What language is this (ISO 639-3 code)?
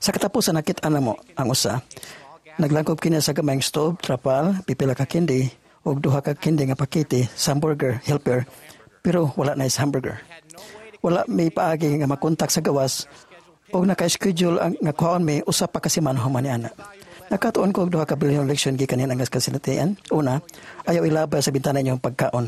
ceb